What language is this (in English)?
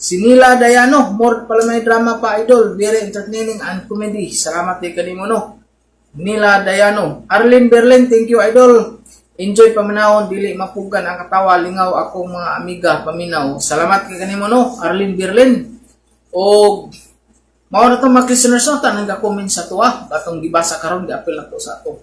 Cebuano